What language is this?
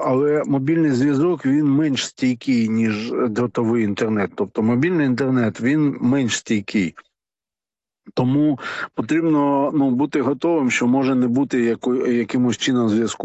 Ukrainian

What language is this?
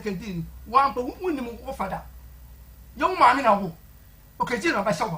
Akan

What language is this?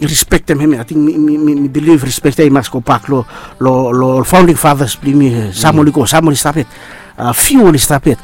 Bislama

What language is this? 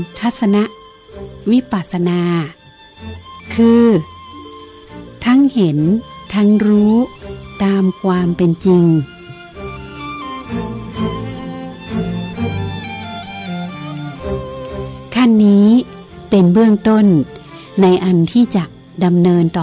Thai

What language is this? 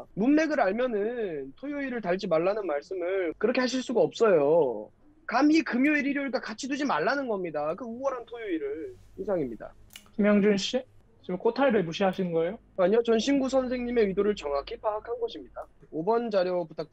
Korean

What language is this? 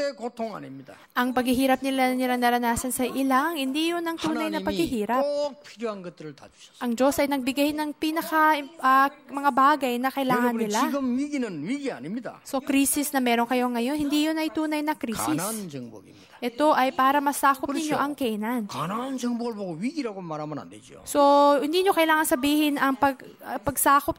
Filipino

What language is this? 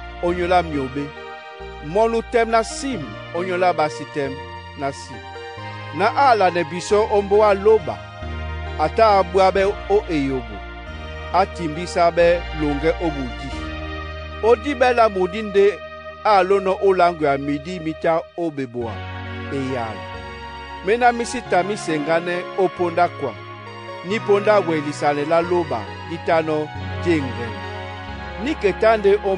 Duala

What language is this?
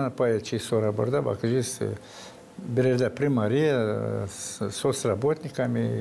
Gagauz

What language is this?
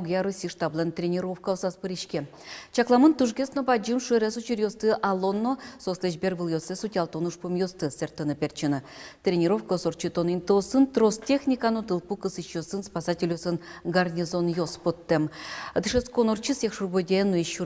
Udmurt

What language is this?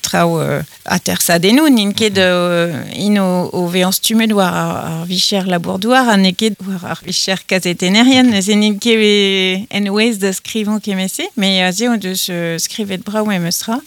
Breton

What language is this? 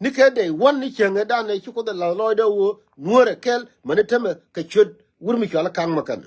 Nuer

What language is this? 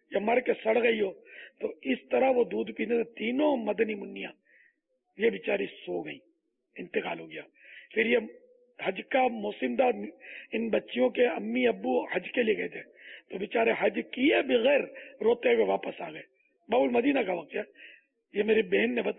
Urdu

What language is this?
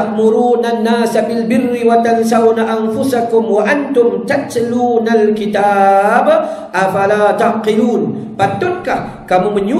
Malay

